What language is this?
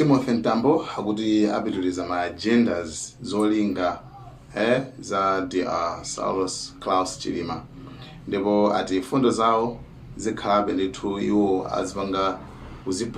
Nyanja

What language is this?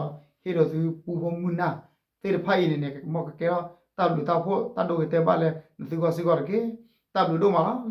S'gaw Karen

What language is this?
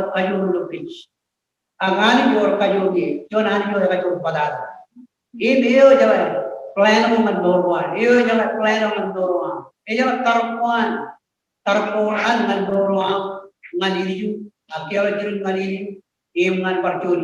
Marshallese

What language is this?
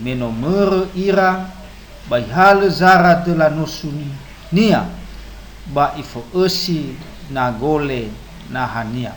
Nias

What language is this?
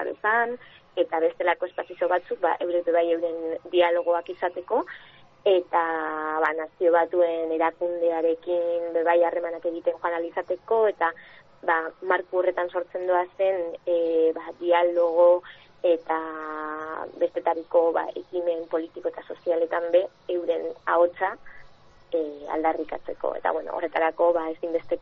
Basque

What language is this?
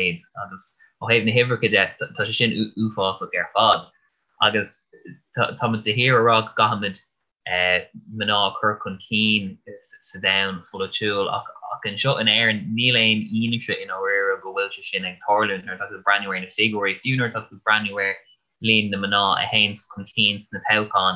Irish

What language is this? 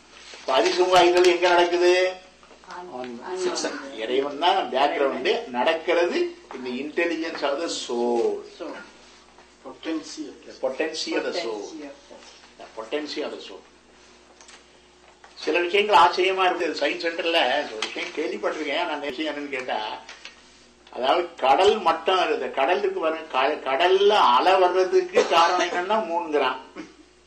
Tamil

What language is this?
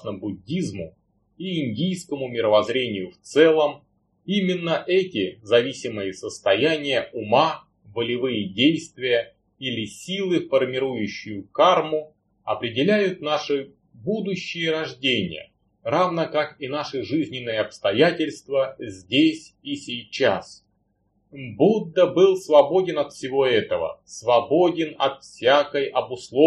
Russian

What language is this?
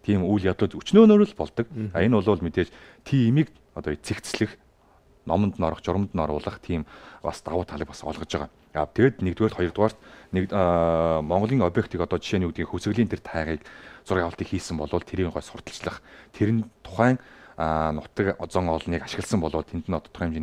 Mongolian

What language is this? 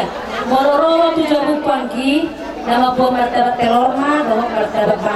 Batak Toba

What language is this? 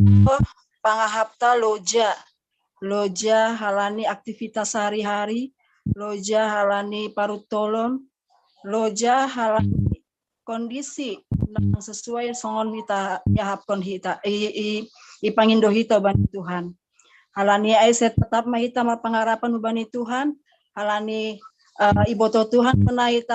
Batak Simalungun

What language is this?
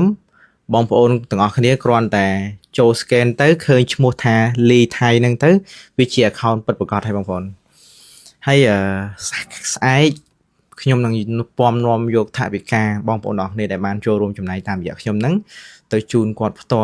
Khmer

